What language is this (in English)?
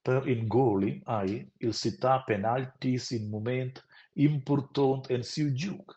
Romansh